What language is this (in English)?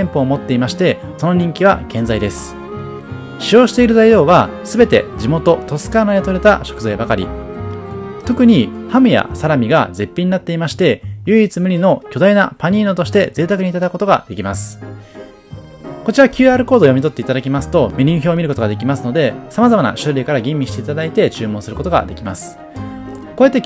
Japanese